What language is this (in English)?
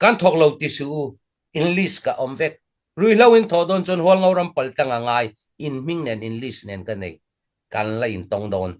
Hakha Chin